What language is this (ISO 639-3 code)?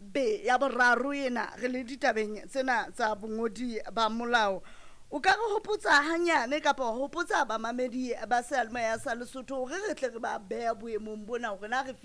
sot